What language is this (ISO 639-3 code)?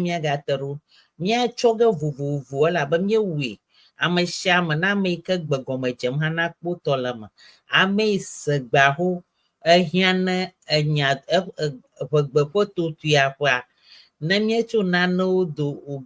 ewe